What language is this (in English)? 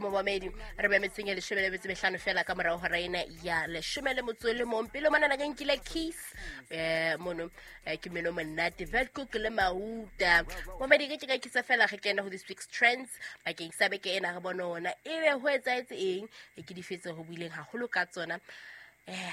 Southern Sotho